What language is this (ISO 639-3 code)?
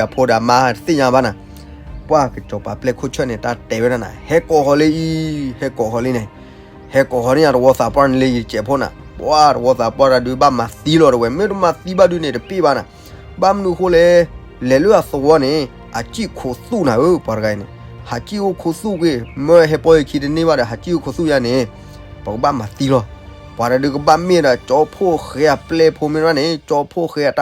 ksw